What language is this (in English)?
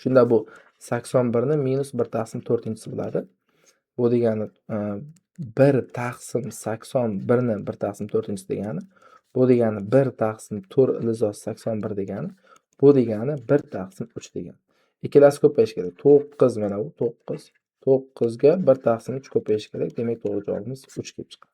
Uzbek